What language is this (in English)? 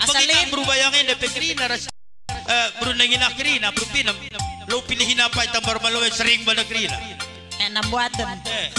Batak Karo